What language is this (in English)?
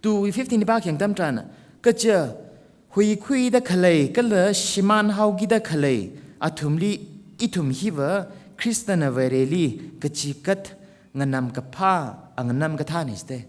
Tangkhul Naga (India)